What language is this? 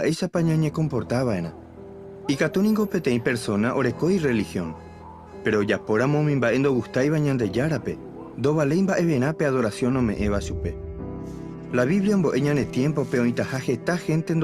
Guarani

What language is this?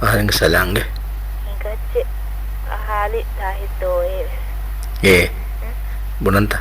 Divehi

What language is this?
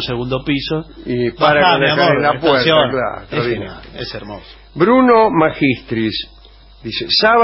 Spanish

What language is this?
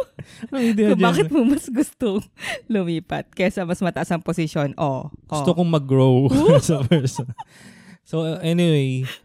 Filipino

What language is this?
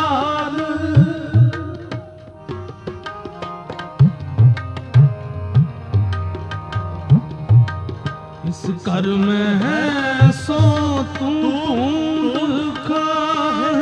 Punjabi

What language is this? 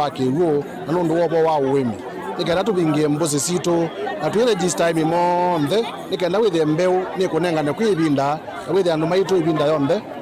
Kamba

